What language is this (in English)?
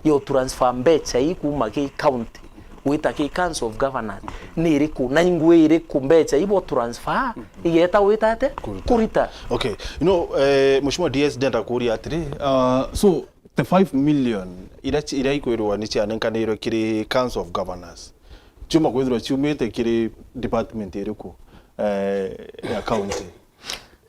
Meru